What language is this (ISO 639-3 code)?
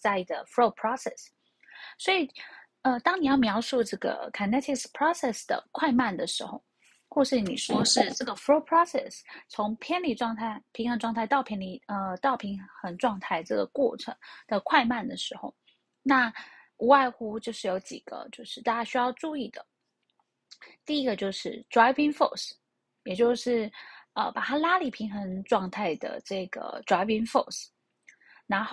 zho